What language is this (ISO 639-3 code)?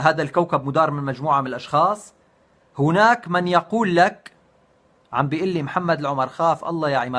apc